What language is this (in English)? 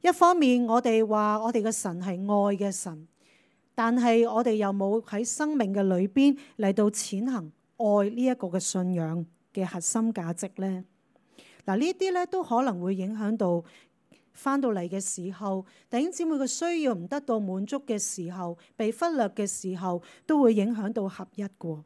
Cantonese